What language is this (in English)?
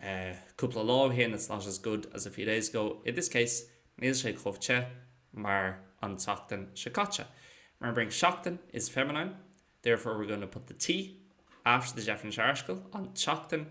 Irish